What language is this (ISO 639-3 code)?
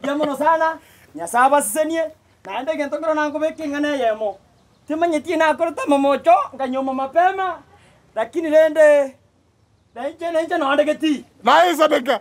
guz